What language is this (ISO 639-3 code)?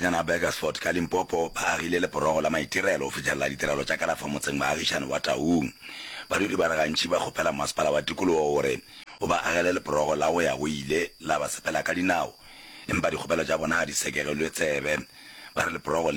nso